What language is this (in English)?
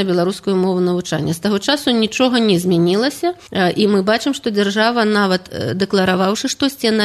Belarusian